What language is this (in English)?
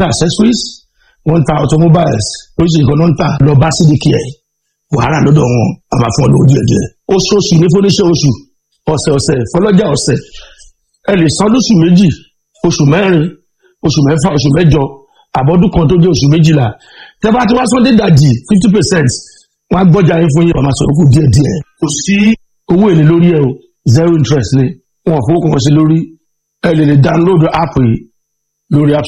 Yoruba